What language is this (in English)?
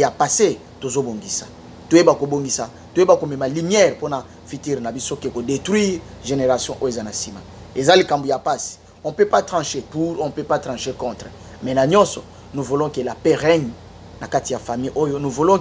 Lingala